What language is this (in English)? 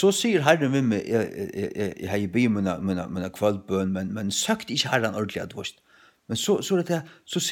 Faroese